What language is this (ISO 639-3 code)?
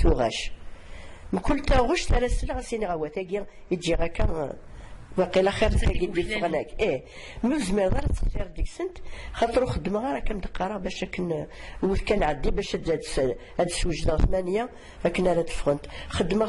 kab